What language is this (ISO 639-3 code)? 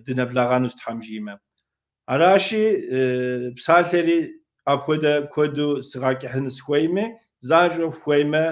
kbd